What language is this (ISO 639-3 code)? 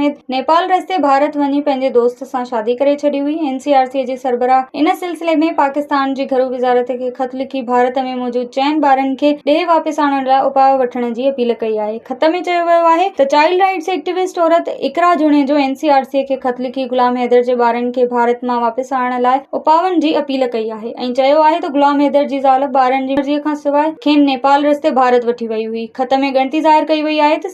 snd